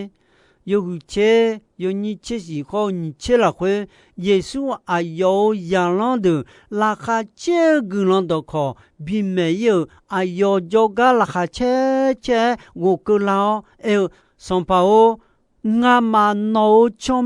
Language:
Akha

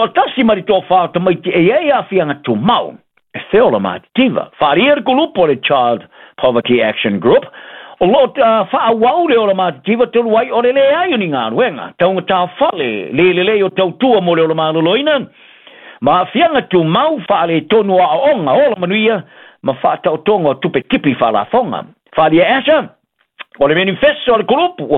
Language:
Samoan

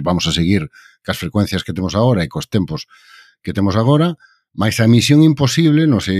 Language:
Galician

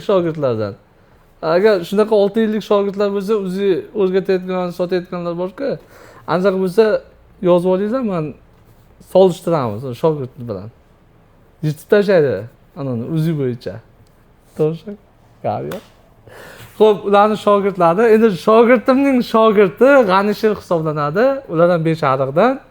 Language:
Uzbek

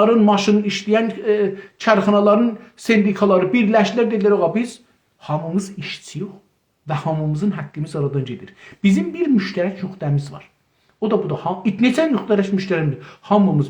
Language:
South Azerbaijani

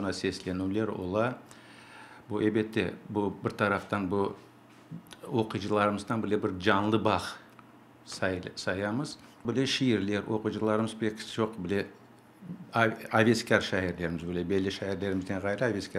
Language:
Crimean Tatar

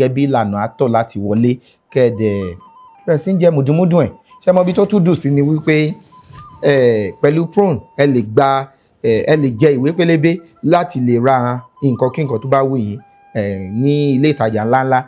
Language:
Yoruba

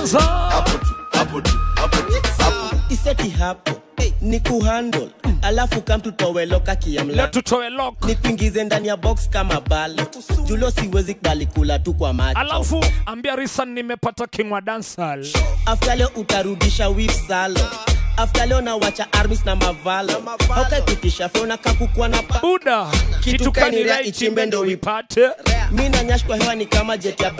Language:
Swahili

